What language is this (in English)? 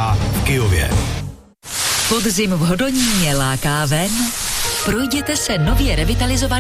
Czech